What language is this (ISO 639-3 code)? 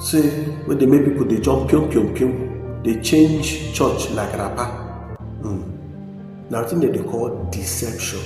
pcm